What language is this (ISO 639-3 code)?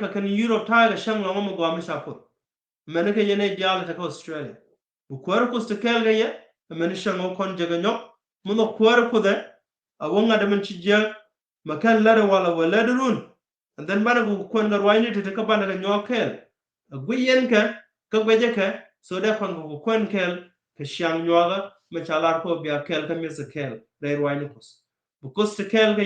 nus